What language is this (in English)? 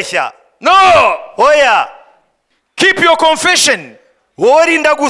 Kinyarwanda